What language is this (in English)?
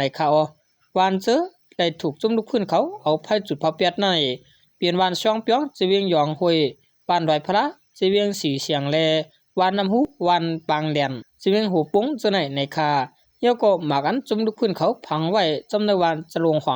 Shan